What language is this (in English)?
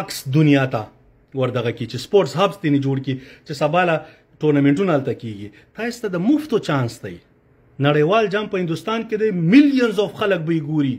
Pashto